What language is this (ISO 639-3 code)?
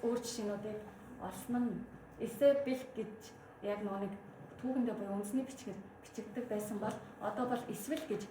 mon